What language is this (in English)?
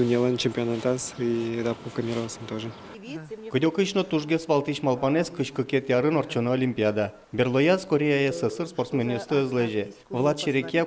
Udmurt